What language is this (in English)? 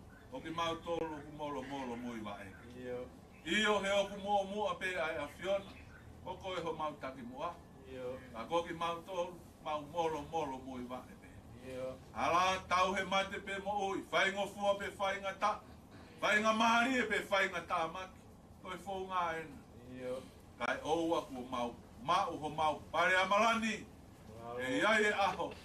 Tongan